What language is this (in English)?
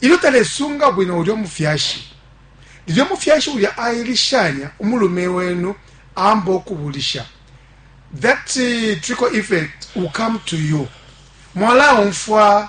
Bemba